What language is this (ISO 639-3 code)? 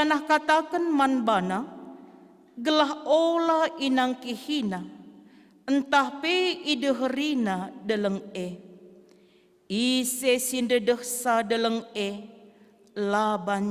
btx